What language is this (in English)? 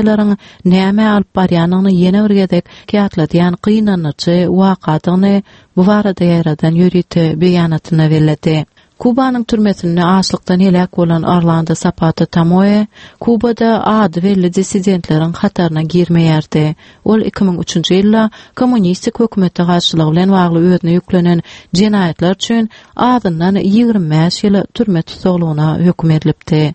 Turkmen